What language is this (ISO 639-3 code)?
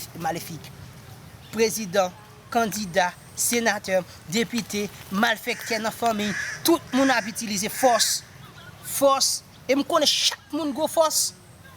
hat